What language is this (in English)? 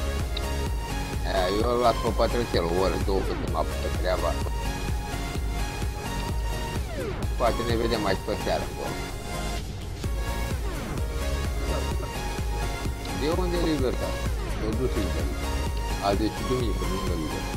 Romanian